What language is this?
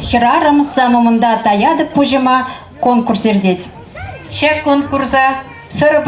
Chuvash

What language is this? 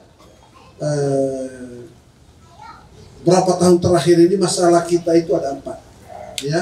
Indonesian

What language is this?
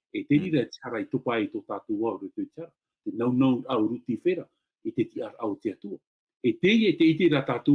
Tahitian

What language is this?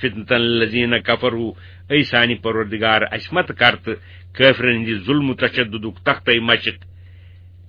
Kashmiri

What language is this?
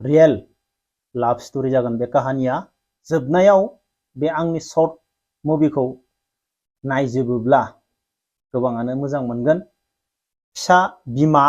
Bodo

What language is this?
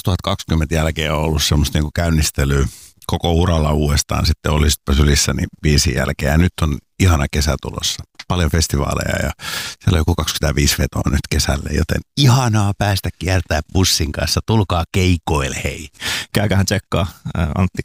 Finnish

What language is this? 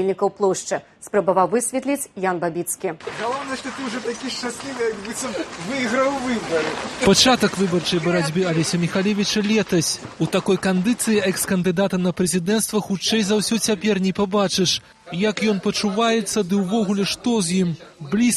Belarusian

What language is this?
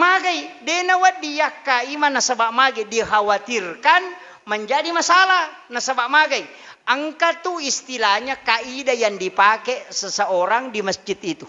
Buginese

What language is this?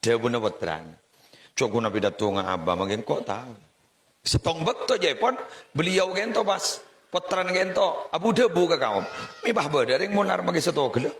Madurese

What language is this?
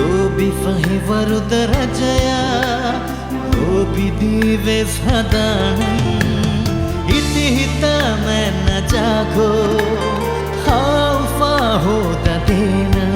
Divehi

